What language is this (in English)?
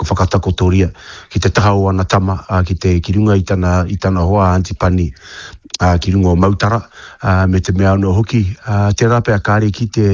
Māori